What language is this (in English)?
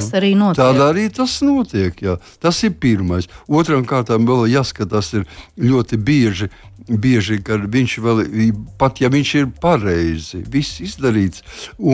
Latvian